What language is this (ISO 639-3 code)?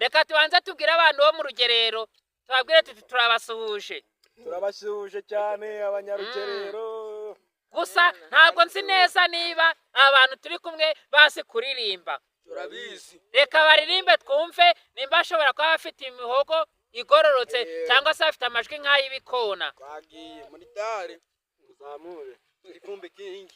kin